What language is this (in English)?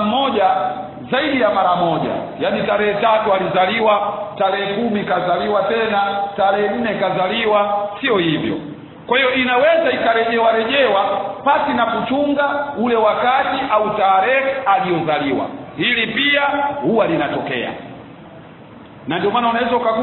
Swahili